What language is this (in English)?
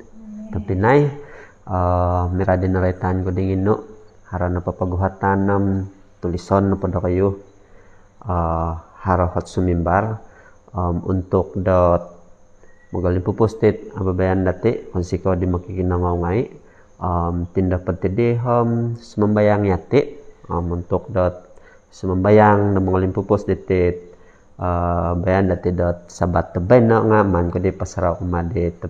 Central Dusun